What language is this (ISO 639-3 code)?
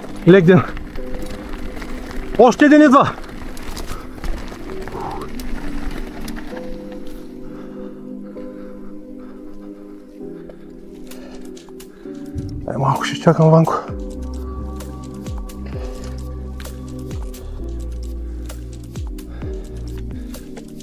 bul